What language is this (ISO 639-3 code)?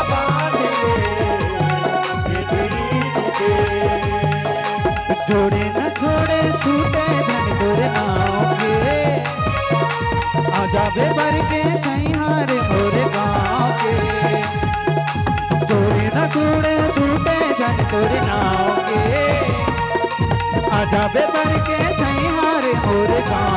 hne